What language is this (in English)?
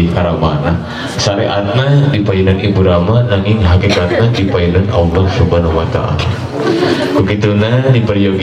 Sundanese